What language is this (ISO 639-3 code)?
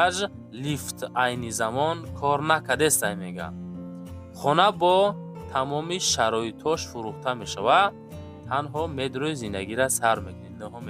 tgk